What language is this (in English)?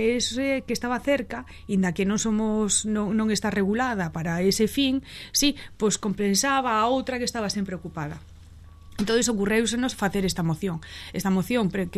Galician